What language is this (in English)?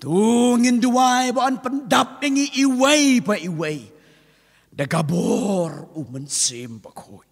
Khasi